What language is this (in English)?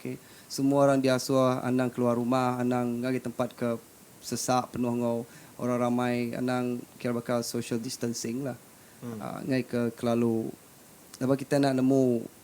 Iban